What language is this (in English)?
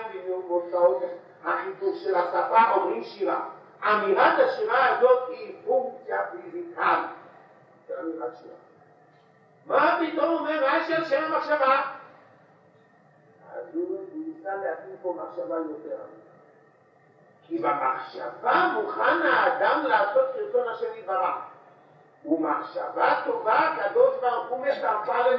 Hebrew